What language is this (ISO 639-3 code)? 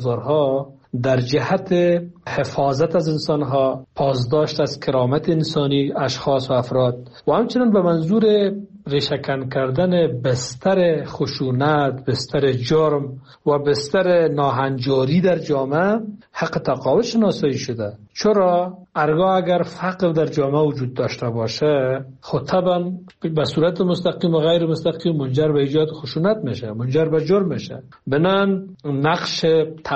fas